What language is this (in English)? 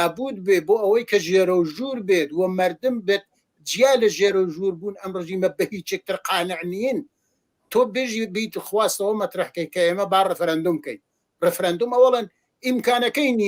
Central Kurdish